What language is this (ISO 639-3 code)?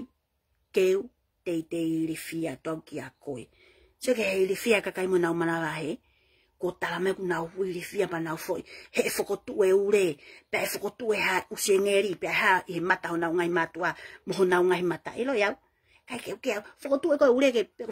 ton